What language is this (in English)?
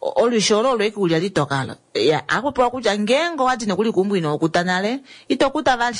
Kuanyama